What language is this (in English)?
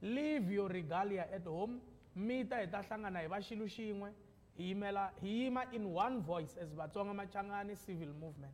Tsonga